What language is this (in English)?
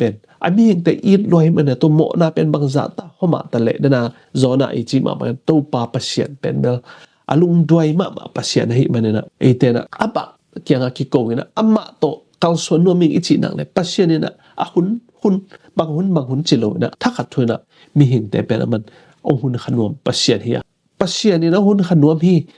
Tedim Chin